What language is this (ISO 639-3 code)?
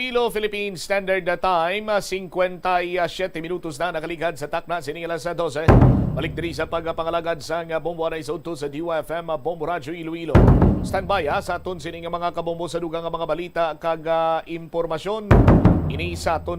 hil